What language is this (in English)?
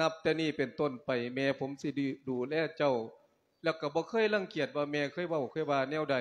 Lao